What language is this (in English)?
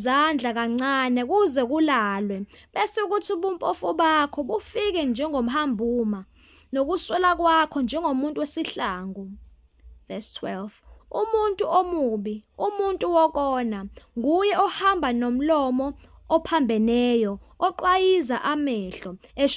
Zulu